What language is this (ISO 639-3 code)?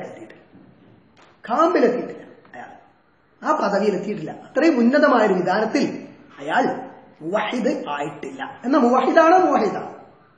mal